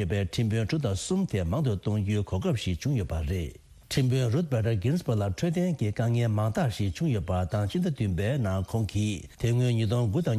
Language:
Tibetan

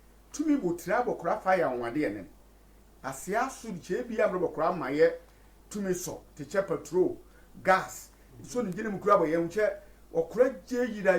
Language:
Sehwi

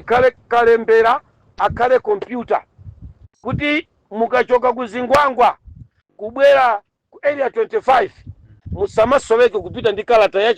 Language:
Nyanja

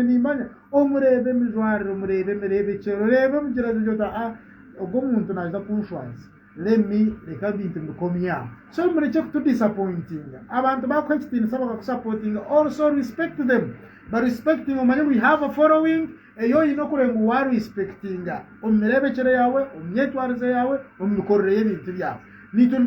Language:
Nyankole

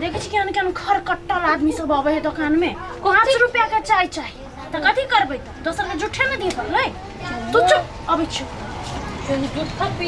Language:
Maithili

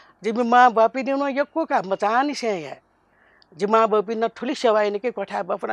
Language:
Newari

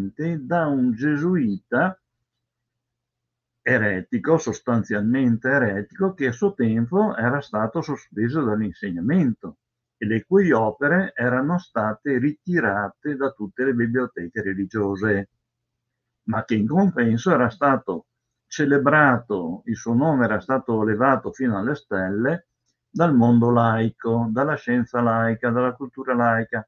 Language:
Italian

